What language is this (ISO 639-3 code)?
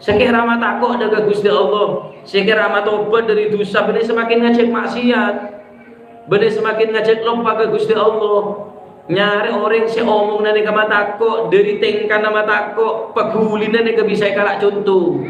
mad